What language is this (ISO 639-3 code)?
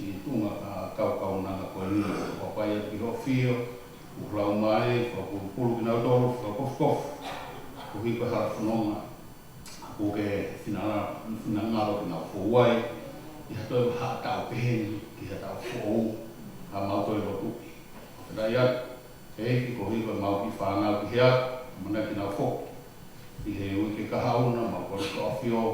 ton